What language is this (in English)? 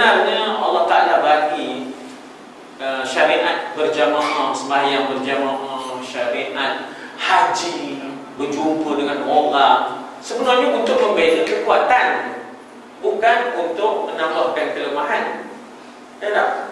Malay